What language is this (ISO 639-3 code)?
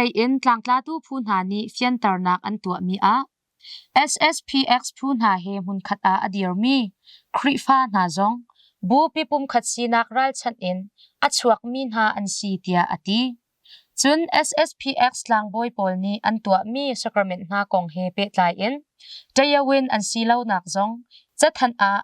cnh